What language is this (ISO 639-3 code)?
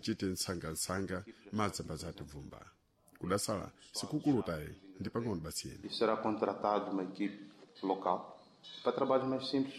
seh